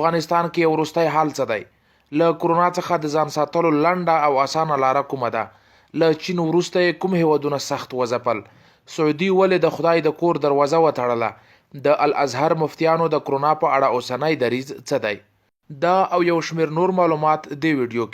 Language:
Pashto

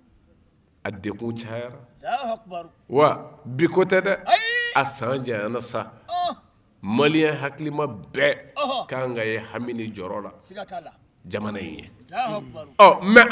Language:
Bambara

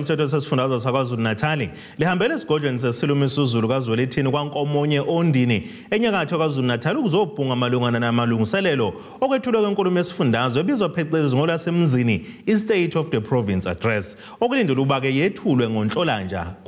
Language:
Zulu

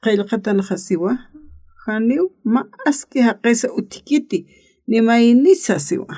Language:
Aymara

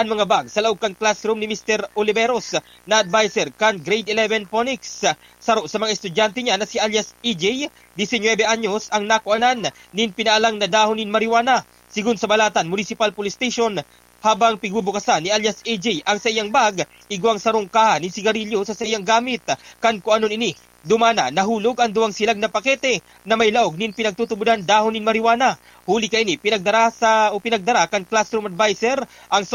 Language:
Bikol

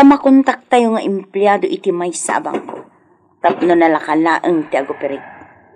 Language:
Iloko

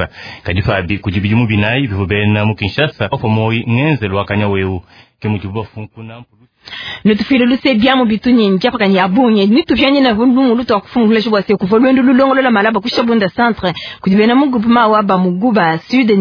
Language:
Luba-Lulua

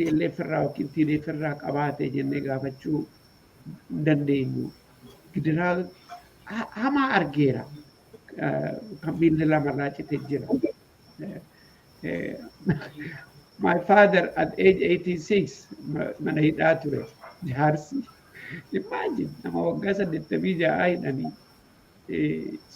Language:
Oromo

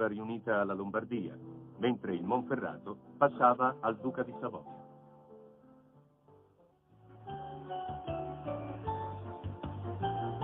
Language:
Italian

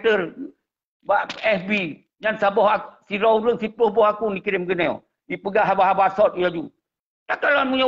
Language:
Achinese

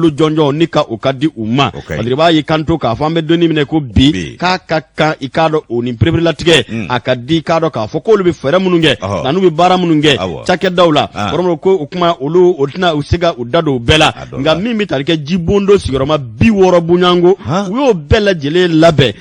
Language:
Bambara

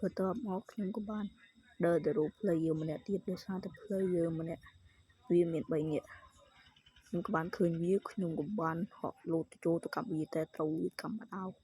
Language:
Khmer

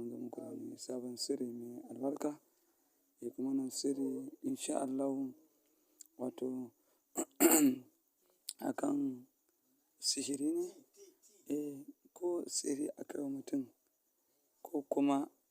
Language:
Hausa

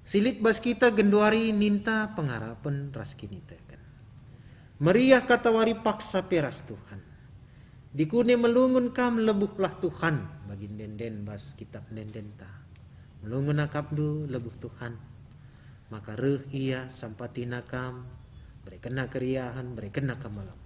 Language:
Batak Karo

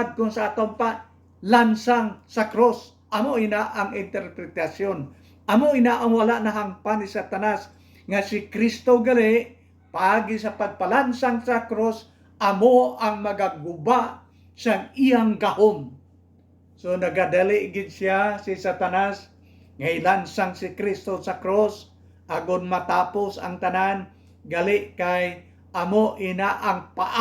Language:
Hiligaynon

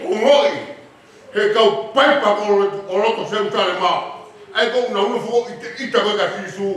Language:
Tongan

